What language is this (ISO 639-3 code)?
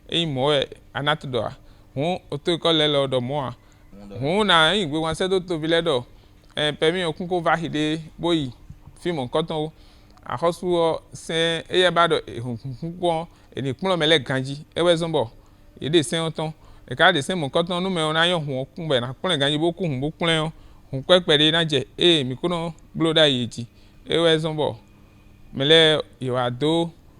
fon